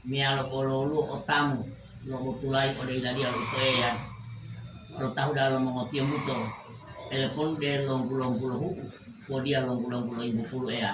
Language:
Gorontalo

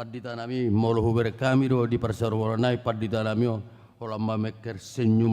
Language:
Batak Toba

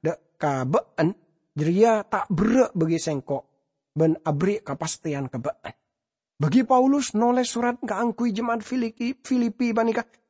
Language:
Madurese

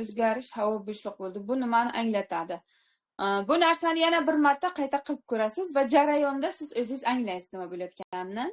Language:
Uzbek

